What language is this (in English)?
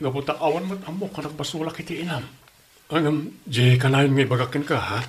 Iloko